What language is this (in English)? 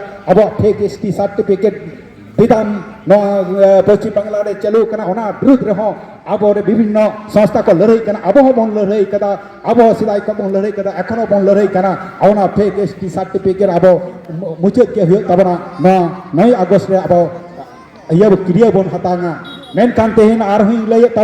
Santali